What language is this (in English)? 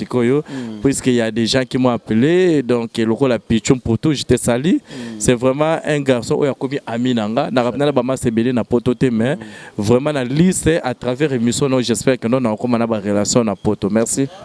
Lingala